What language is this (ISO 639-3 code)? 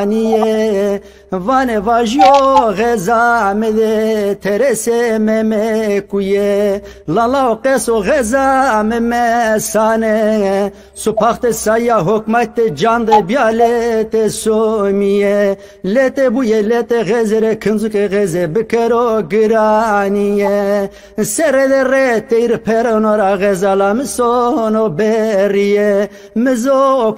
zza